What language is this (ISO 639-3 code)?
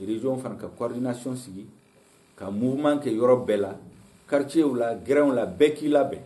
bam